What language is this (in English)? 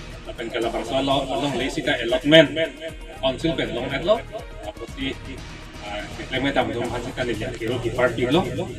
Karbi